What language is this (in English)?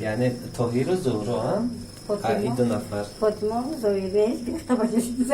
Tajik